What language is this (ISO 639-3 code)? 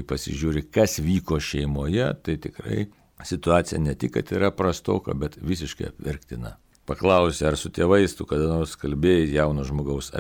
lit